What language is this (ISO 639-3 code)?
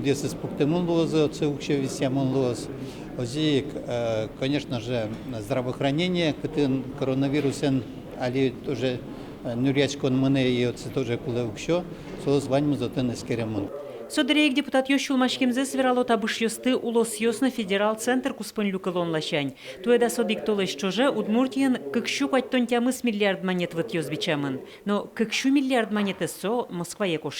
udm